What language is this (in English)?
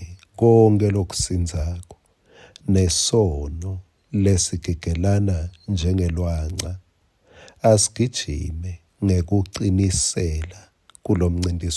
Swati